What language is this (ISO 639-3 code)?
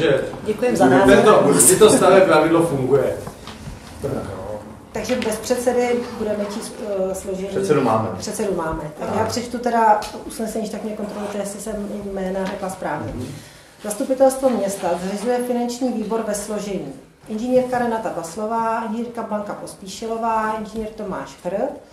ces